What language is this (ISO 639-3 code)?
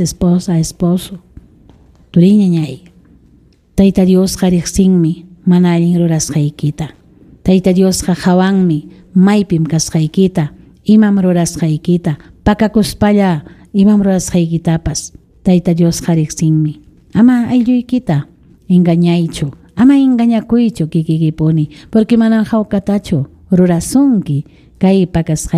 quy